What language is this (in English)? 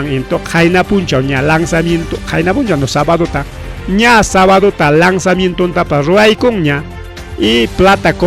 Ayacucho Quechua